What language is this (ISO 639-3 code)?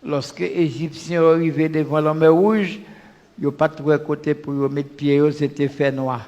hat